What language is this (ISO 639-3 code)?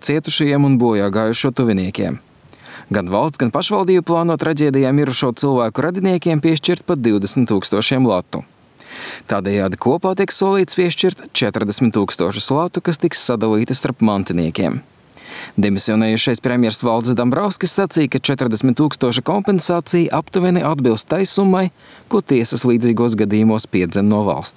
lav